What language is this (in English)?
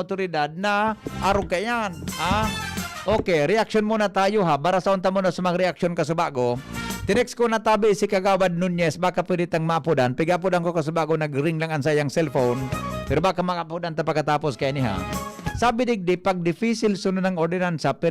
Bikol